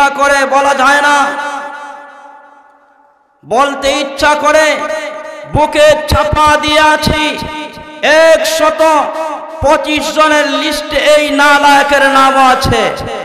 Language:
Bangla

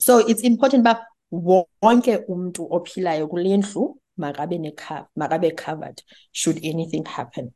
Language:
Xhosa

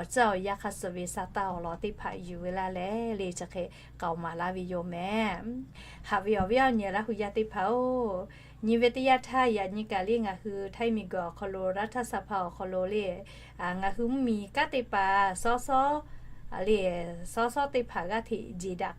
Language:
Lahu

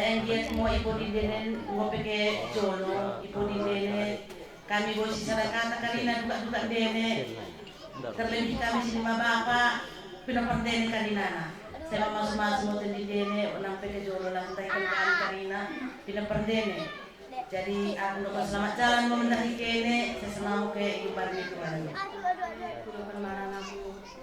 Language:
Batak Karo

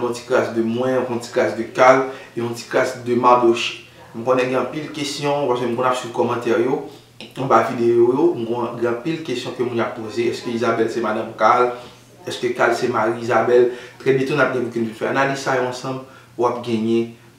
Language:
Haitian Creole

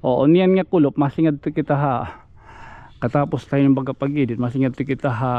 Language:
Waray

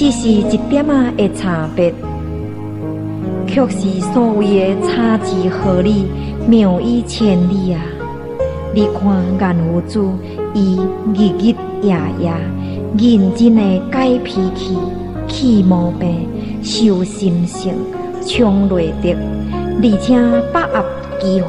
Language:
Min Nan Chinese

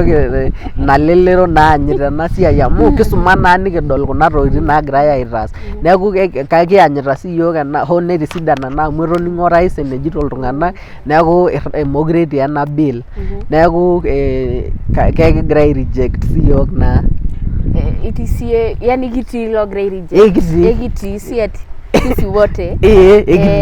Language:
Masai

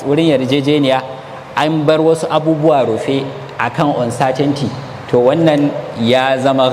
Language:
Hausa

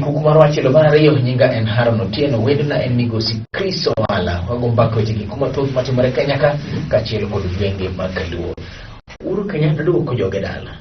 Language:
Luo (Kenya and Tanzania)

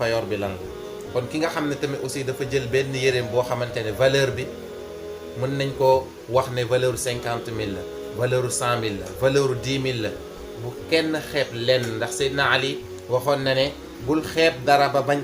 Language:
Wolof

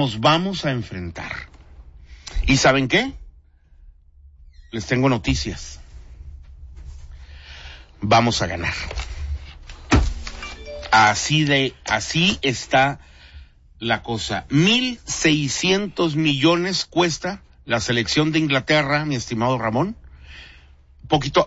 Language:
Spanish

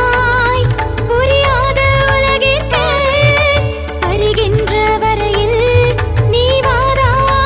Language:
Tamil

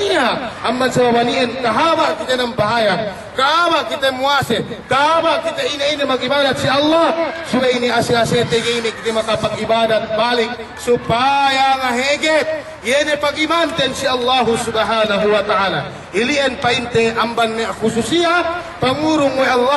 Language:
Yakan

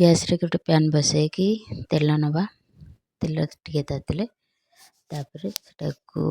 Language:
Odia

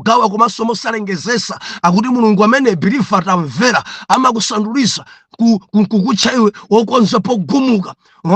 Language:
Nyanja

